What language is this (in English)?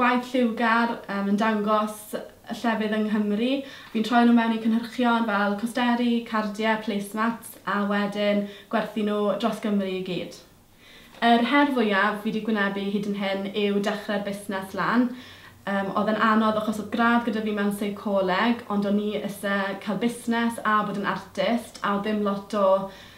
Welsh